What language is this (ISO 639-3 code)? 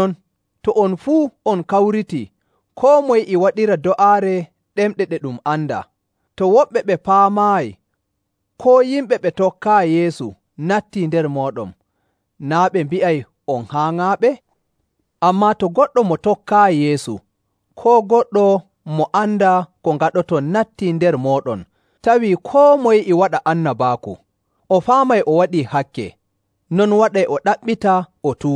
fuv